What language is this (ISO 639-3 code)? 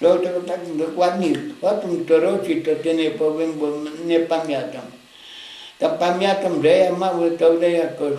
rue